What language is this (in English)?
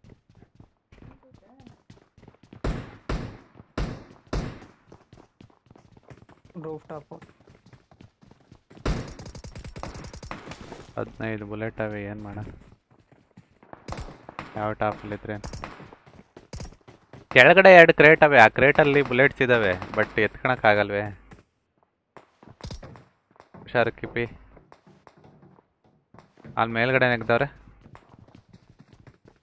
Kannada